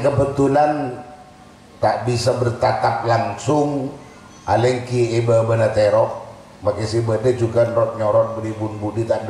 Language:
Madurese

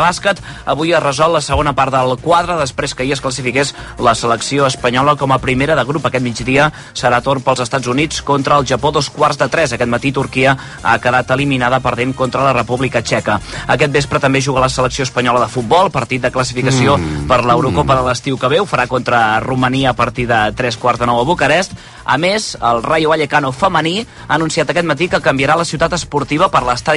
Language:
Catalan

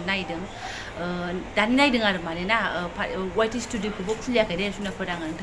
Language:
Bodo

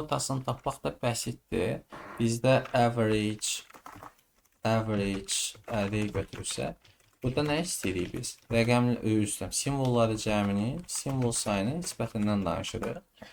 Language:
Azerbaijani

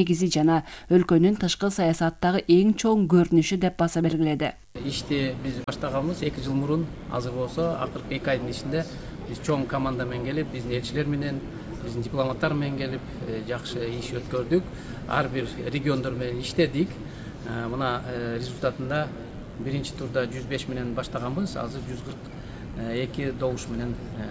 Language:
Kyrgyz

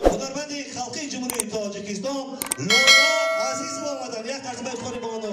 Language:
Tajik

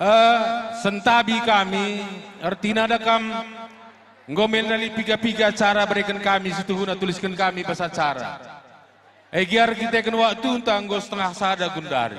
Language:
Batak Karo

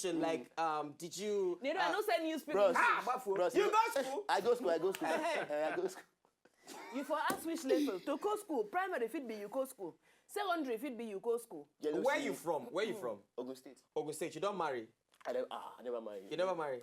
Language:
Nigerian Pidgin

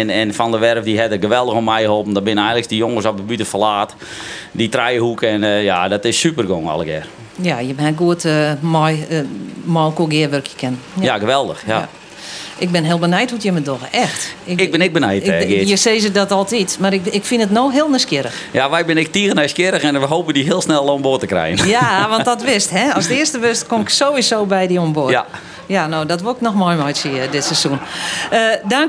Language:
Western Frisian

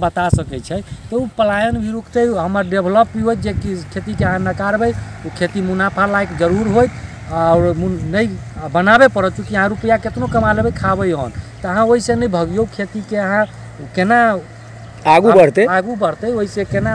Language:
Maithili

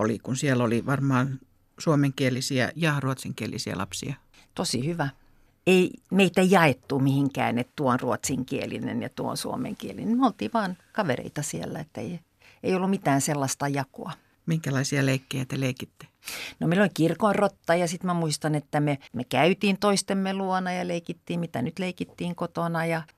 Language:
Finnish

